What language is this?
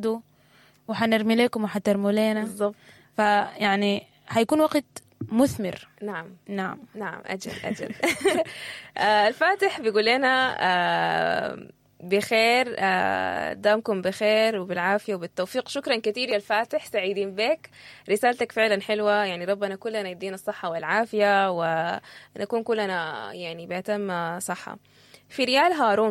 Sudanese Arabic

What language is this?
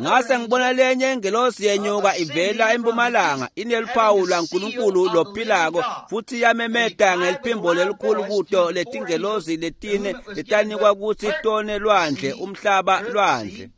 Swati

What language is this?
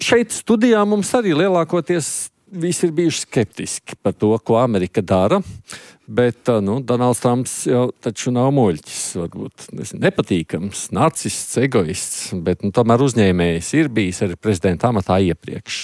Latvian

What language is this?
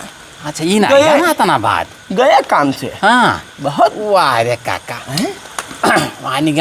Awadhi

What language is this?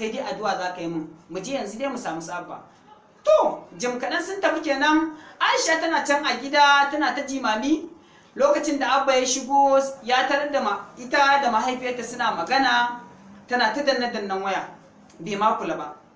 Hausa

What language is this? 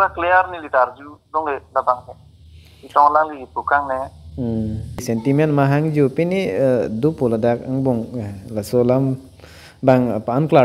Karbi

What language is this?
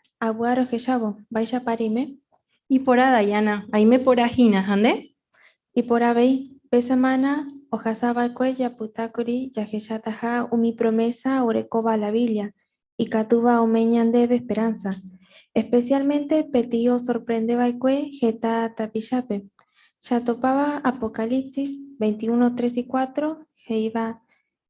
Guarani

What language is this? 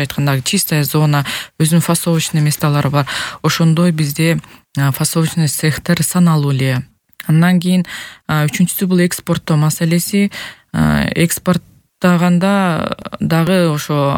Kyrgyz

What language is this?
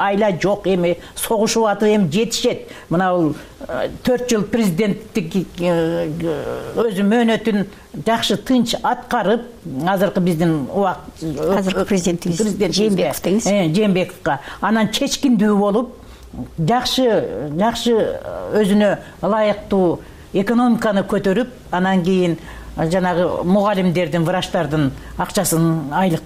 Kyrgyz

